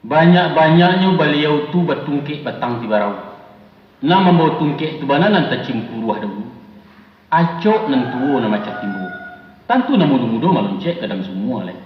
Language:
Minangkabau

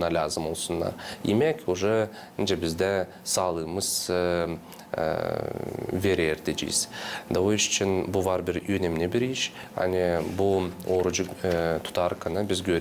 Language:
Gagauz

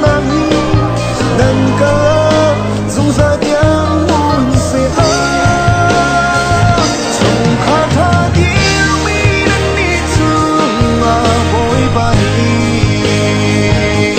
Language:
Hakha Chin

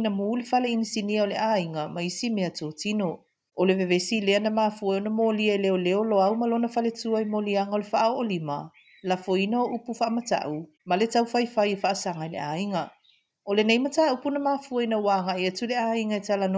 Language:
Samoan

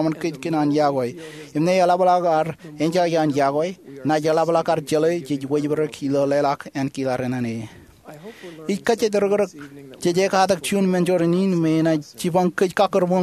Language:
Marshallese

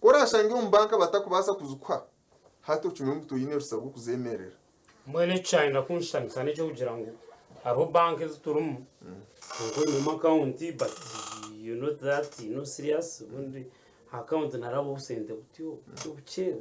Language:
Nyankole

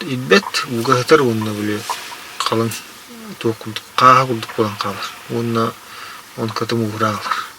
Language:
Yakut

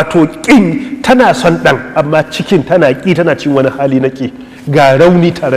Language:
Hausa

